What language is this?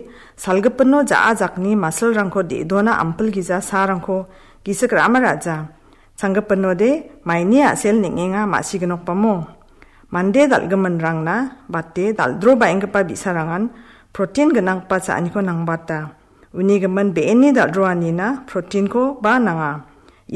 Garo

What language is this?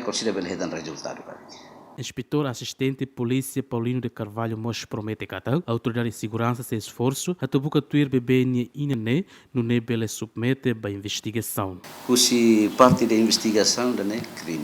Tetum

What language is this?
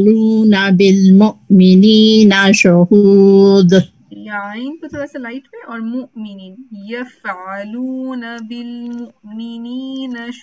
Urdu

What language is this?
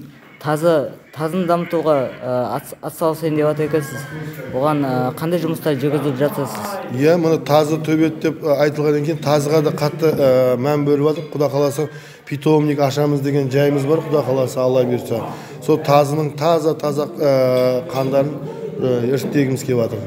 Kazakh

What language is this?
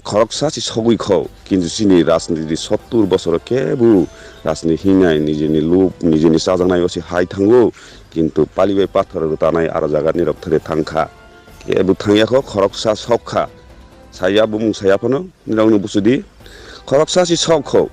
Riang (India)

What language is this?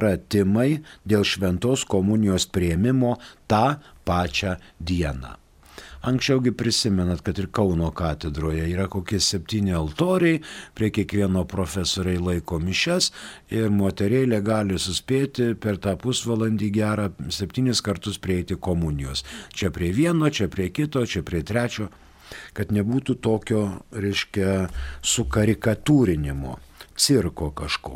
Lithuanian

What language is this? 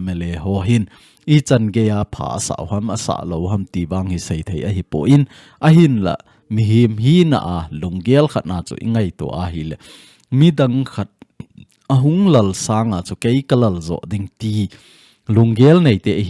Thado Chin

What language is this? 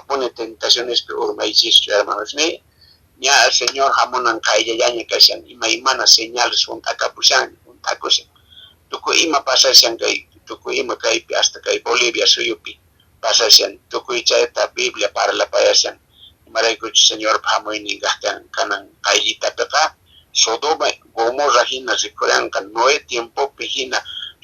Quechua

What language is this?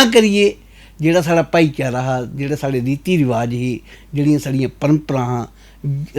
Dogri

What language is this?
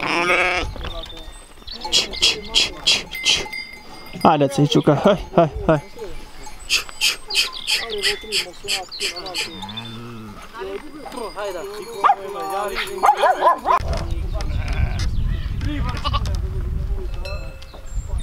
Romanian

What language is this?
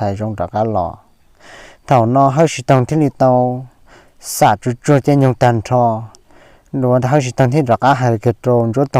Hmong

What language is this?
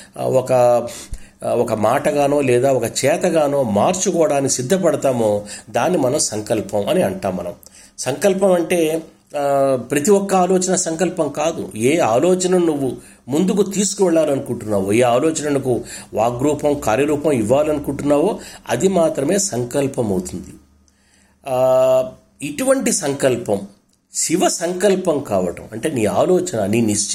Telugu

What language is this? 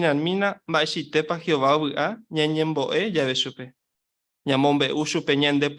Guarani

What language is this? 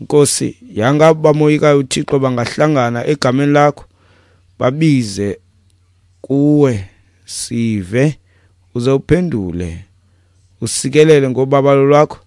Xhosa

